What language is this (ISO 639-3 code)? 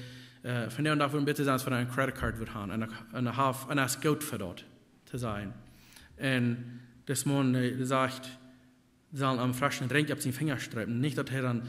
pdt